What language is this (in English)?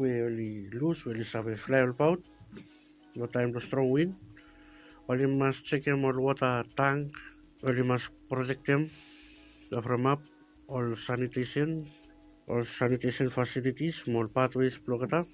Bislama